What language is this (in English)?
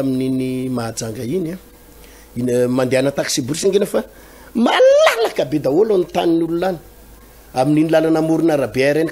Malagasy